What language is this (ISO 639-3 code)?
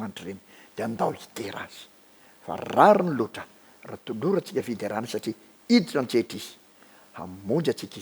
mlg